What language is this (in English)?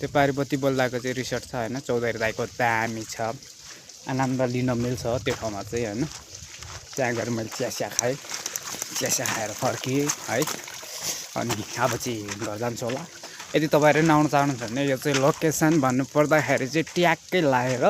Nepali